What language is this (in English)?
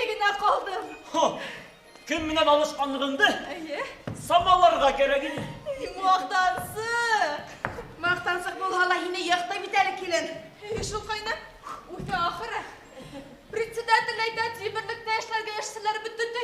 Bashkir